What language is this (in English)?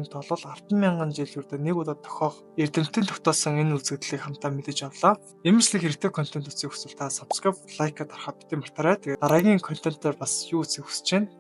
Mongolian